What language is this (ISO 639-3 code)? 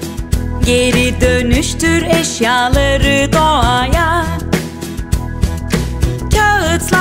tur